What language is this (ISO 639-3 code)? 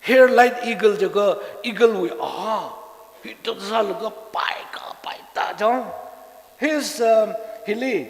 nmf